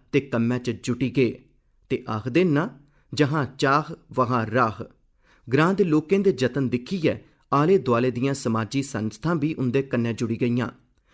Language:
Dogri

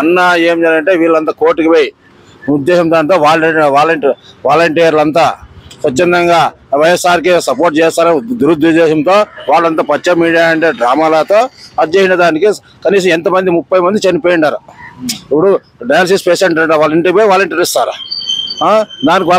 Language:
Telugu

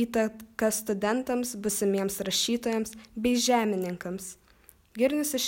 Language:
Lithuanian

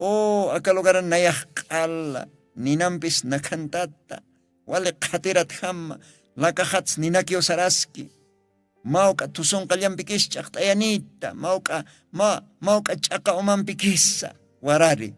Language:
Aymara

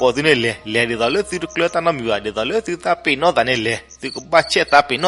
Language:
S'gaw Karen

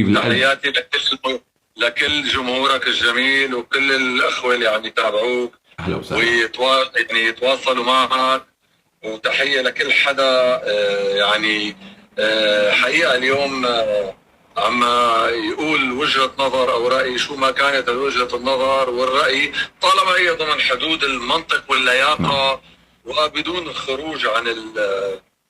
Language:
North Levantine Arabic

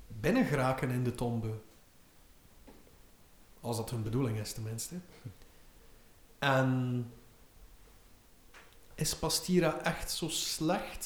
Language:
Dutch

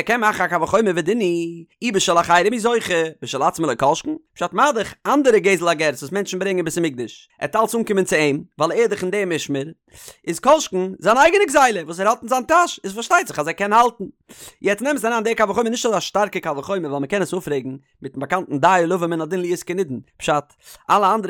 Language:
Yiddish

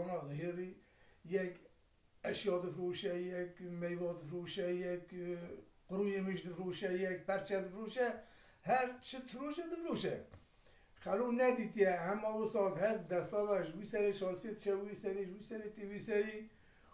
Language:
Kurdish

